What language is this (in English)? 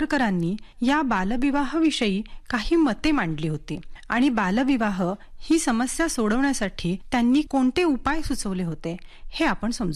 Marathi